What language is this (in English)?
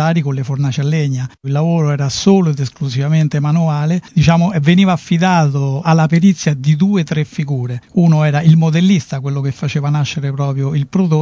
Italian